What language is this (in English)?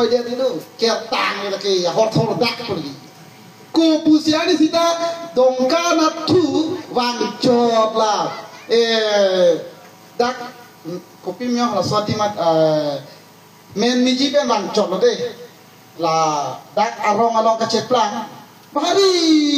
Karbi